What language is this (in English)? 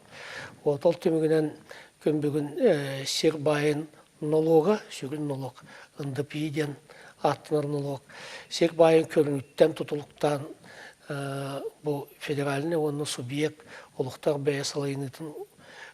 Yakut